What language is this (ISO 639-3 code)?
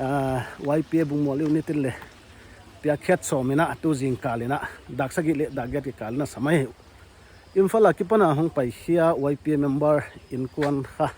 pck